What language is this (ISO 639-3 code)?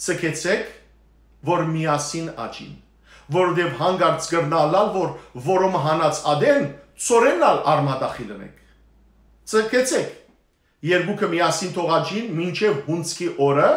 hyw